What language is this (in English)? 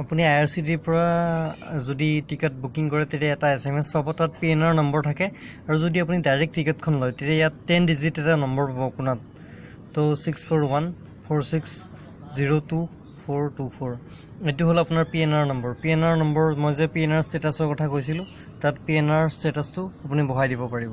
Assamese